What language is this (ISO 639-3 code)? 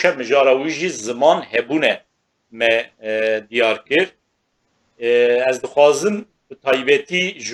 kur